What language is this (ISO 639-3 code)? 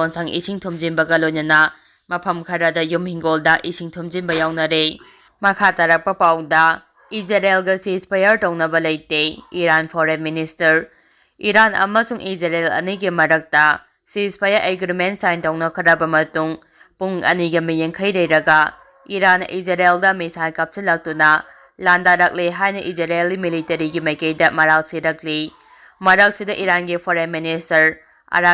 mni